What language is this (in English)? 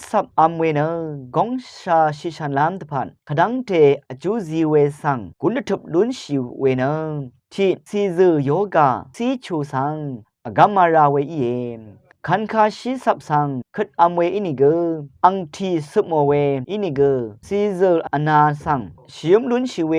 Rawang